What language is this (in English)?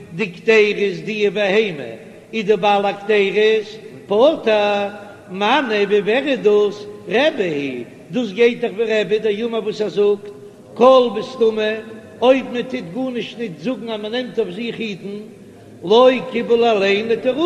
Yiddish